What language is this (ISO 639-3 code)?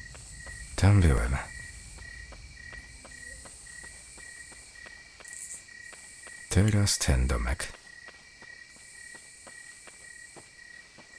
pol